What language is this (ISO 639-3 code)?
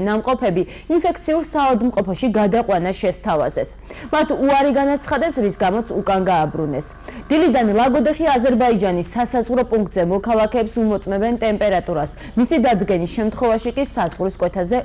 kat